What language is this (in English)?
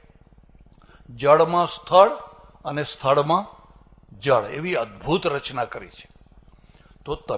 Gujarati